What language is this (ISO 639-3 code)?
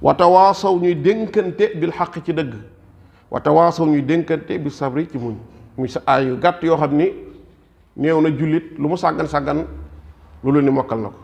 wol